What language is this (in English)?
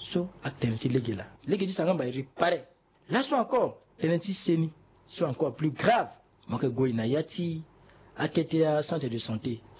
Sango